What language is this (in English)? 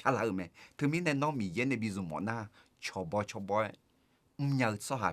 Akha